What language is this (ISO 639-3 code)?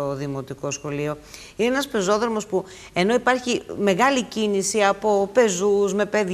ell